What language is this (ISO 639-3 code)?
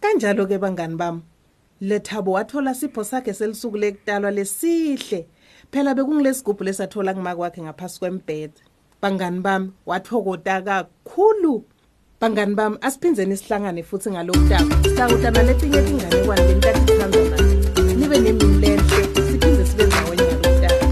ssw